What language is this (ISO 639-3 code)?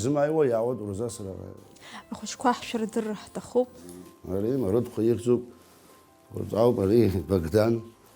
abk